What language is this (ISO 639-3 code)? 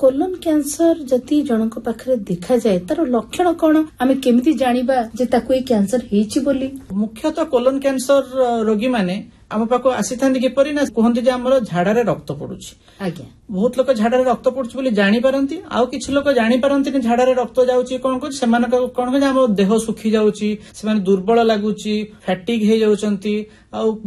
ori